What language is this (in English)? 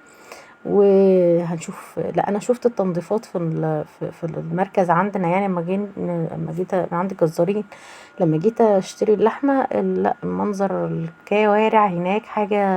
Egyptian Arabic